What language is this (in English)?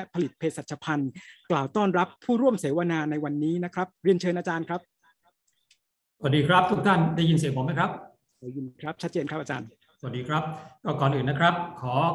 Thai